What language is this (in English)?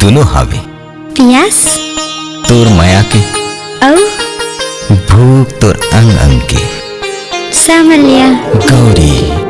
Chhattisgarhi